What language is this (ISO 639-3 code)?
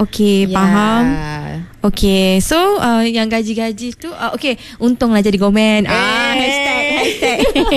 msa